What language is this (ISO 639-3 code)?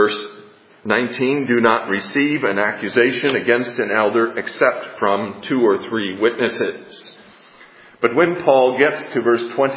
eng